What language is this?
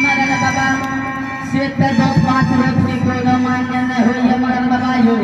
Angika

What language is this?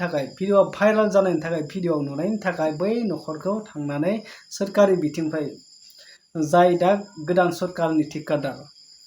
Bodo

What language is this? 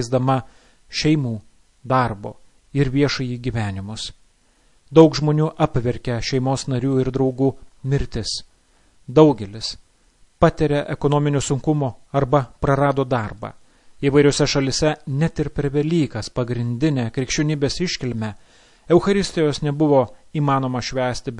Lithuanian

